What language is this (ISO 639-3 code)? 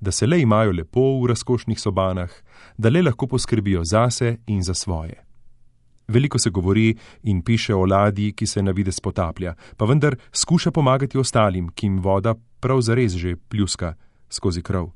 slv